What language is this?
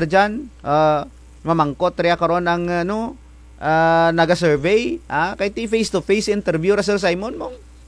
Kinaray-a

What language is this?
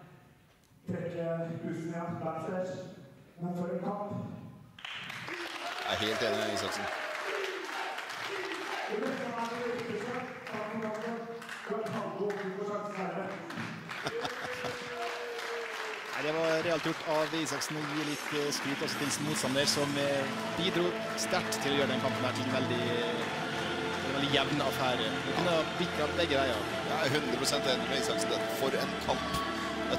Norwegian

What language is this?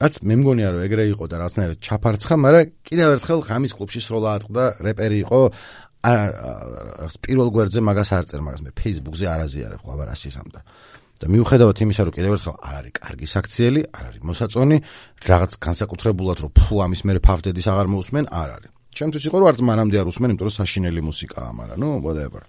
Georgian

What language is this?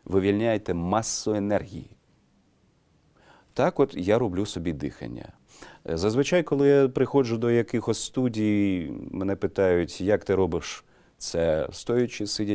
Ukrainian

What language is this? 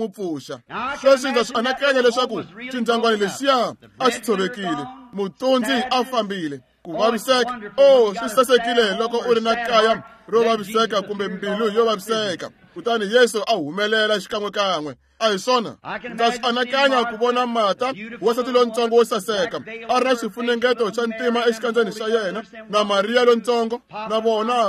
Tsonga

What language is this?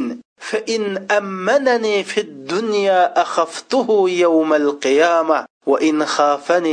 Uyghur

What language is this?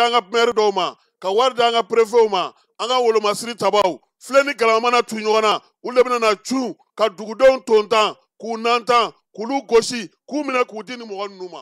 Bambara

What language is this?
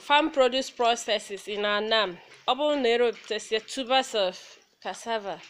Igbo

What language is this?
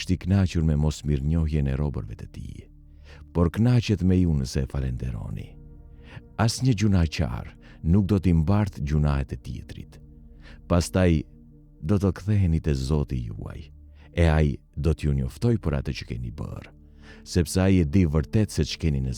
Albanian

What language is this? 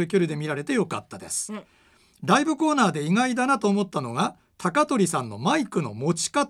Japanese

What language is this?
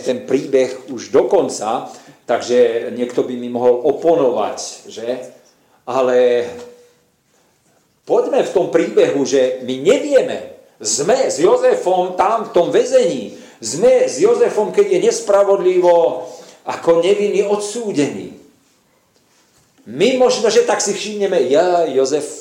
Slovak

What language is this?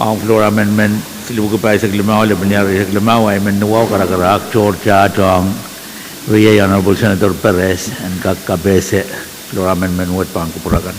Pohnpeian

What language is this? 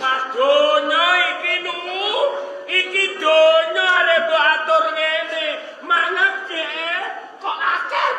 Javanese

